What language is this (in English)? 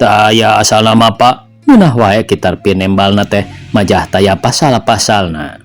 Sundanese